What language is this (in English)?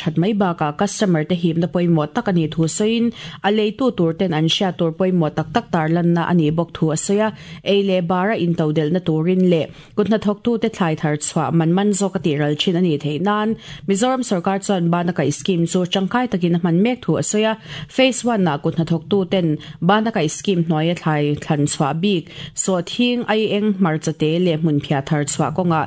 Mizo